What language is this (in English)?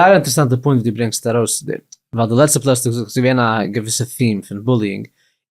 Yiddish